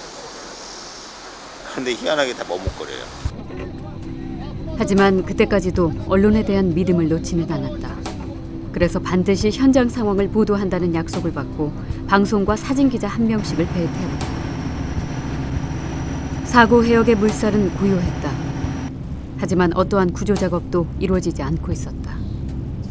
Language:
Korean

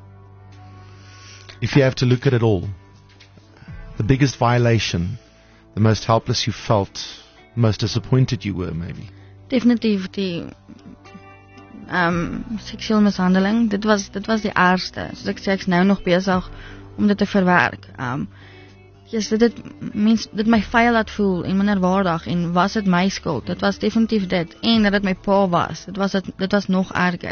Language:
Afrikaans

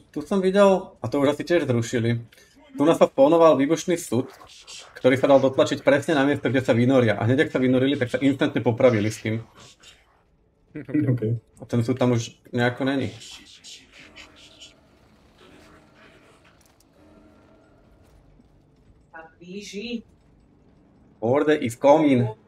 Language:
Slovak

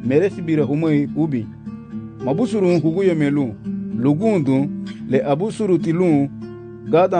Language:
Garifuna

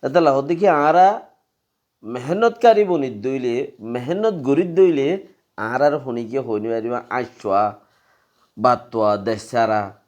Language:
Rohingya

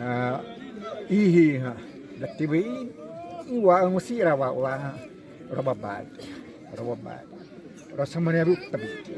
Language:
Xavánte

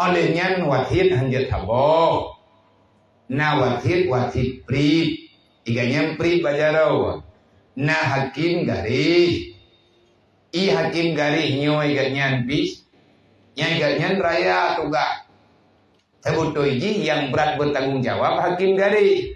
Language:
Achinese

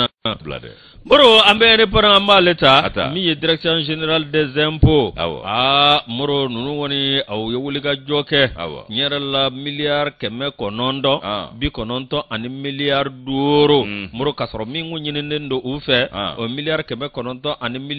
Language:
Bambara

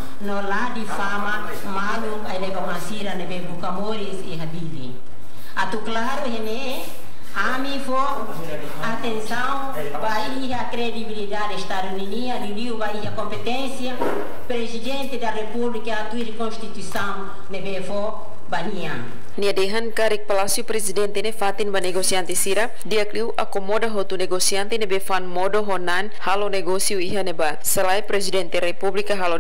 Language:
Tetum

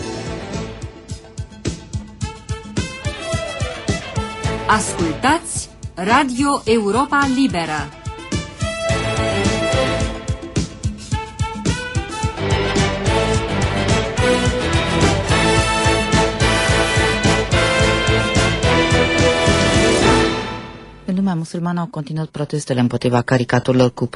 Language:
Romanian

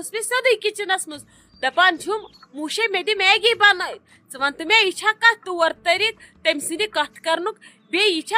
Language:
Kashmiri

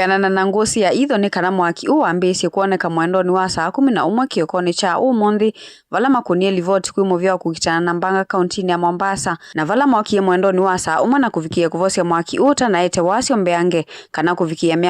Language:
Kamba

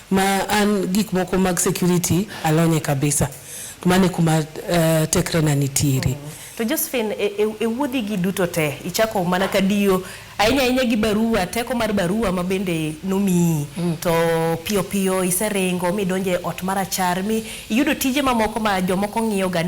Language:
Luo (Kenya and Tanzania)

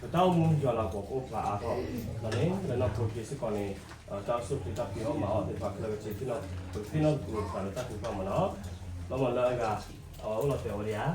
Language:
S'gaw Karen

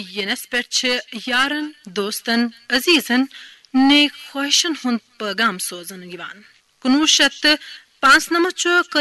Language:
Kashmiri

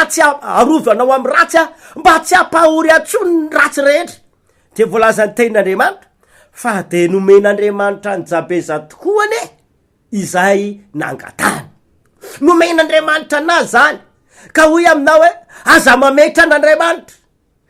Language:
Malagasy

